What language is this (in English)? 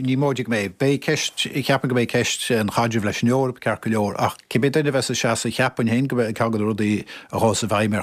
Irish